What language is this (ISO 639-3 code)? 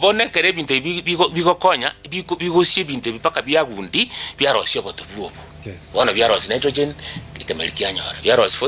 guz